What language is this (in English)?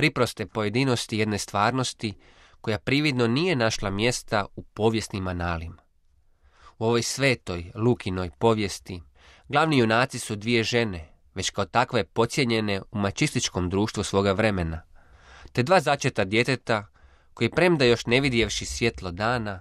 Croatian